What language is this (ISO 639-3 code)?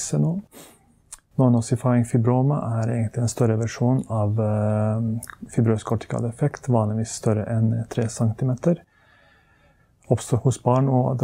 nor